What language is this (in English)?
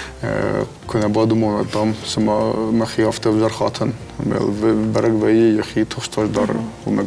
Ossetic